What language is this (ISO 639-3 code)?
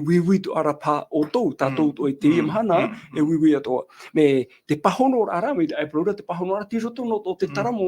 tah